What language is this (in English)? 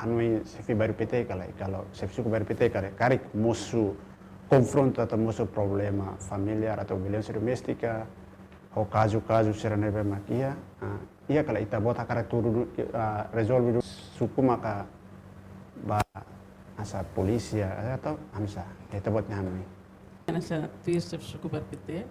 Tetum